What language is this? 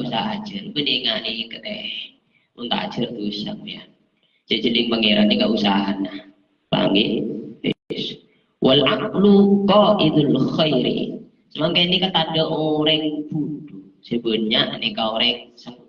Madurese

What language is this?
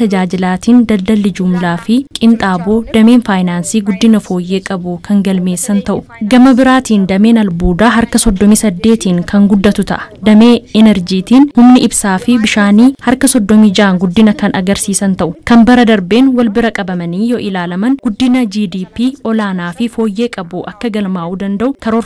Oromo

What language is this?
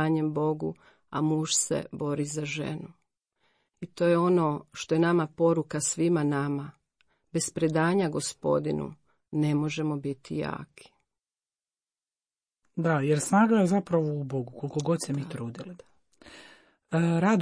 Croatian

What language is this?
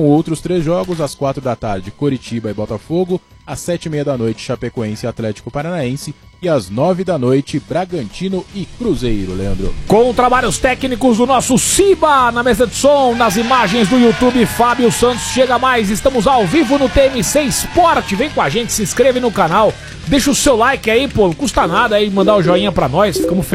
Portuguese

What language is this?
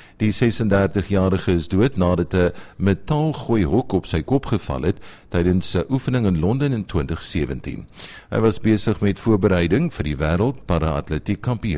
Afrikaans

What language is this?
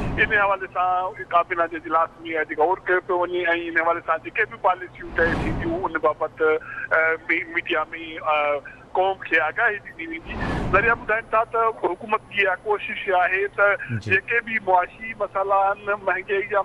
Sindhi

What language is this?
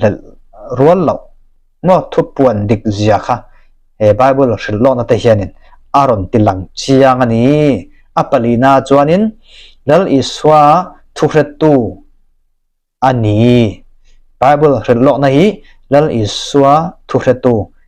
Mizo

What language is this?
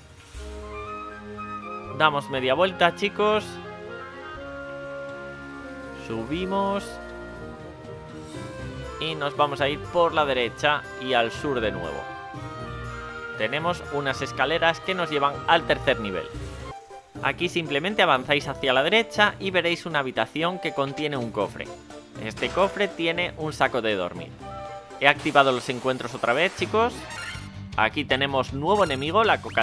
Spanish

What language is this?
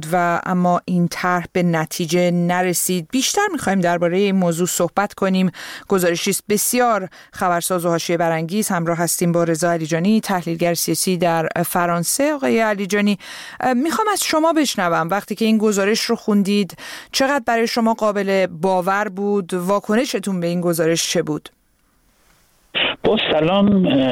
Persian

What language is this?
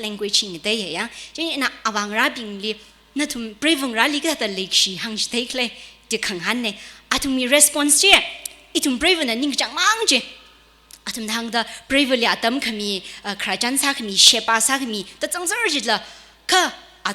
Tangkhul Naga (India)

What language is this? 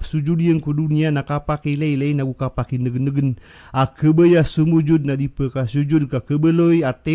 Maranao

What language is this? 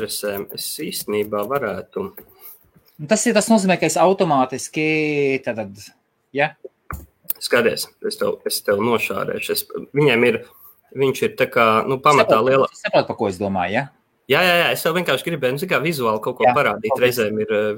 Latvian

